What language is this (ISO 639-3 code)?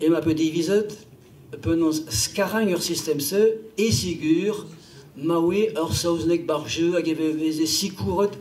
bre